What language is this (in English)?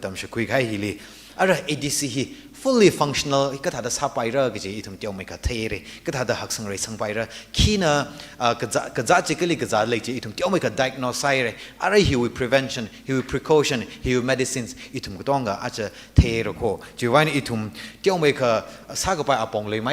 Tangkhul Naga (India)